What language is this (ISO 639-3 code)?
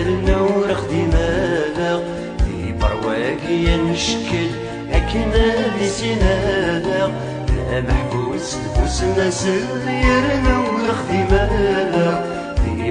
kab